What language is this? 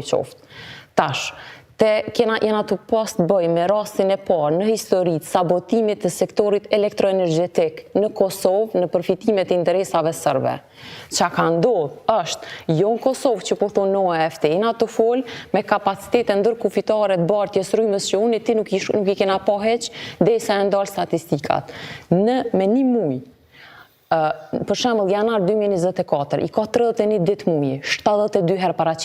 Albanian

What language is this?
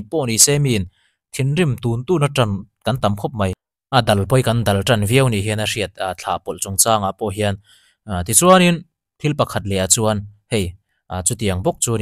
Mizo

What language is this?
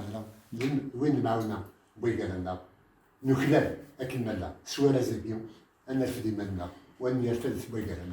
Kabyle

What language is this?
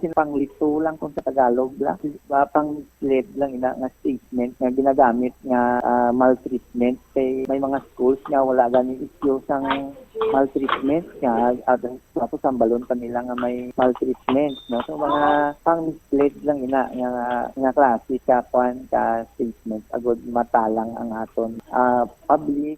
Hiligaynon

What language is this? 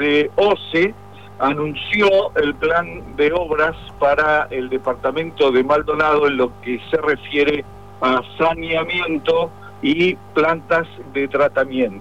Spanish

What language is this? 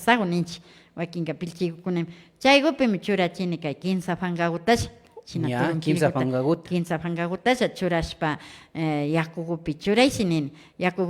Imbabura Highland Quichua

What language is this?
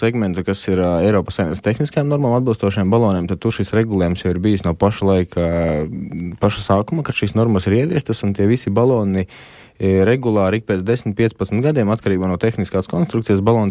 Latvian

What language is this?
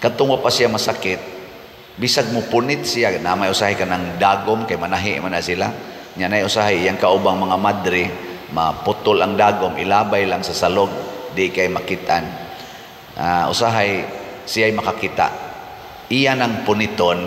Cebuano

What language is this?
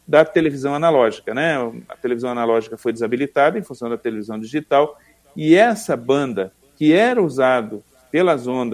Portuguese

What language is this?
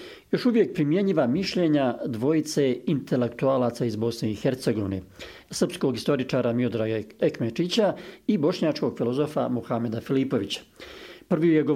Bosnian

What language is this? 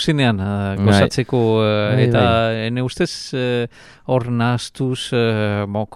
Basque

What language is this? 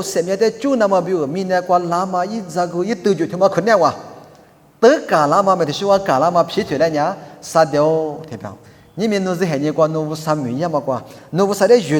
Lisu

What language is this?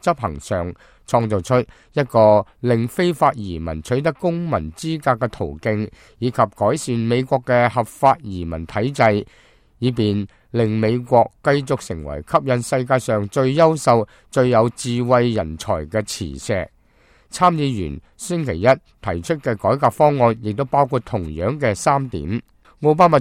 Cantonese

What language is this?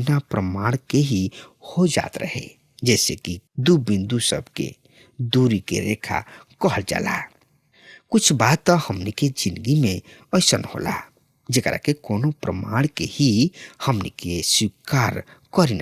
Bhojpuri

